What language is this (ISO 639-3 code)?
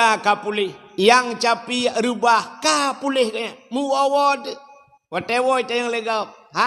ace